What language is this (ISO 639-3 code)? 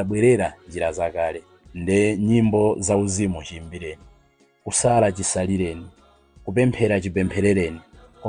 nya